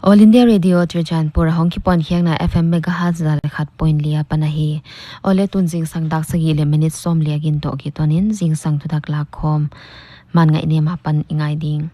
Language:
Paite Chin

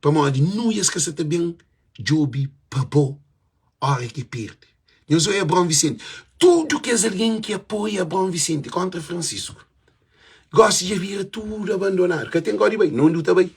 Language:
Kabuverdianu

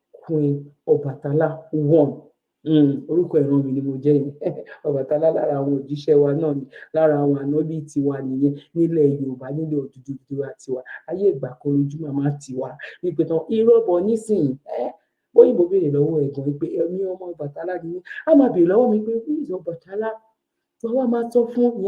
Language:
Yoruba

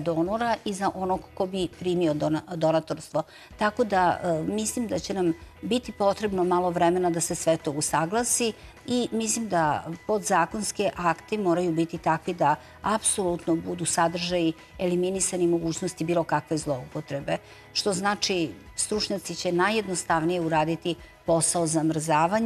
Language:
Serbian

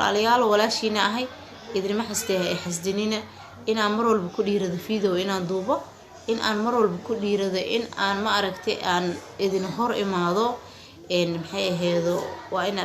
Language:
Somali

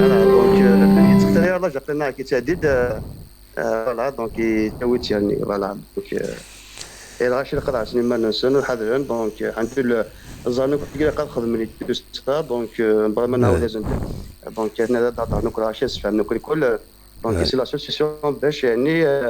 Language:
Kabyle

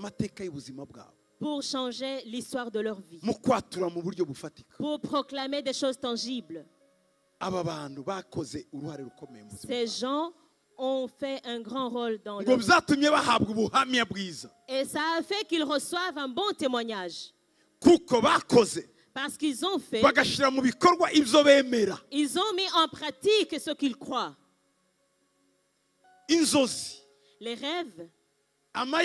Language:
Kinyarwanda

